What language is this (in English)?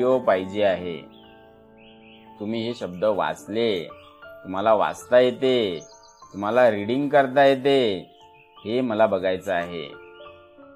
Marathi